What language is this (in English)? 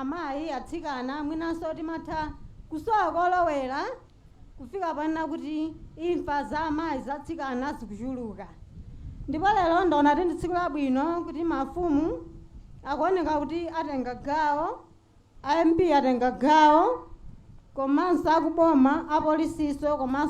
Nyanja